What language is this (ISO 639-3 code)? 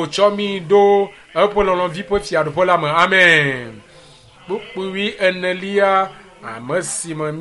ewe